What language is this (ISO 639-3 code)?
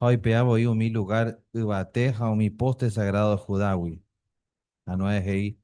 grn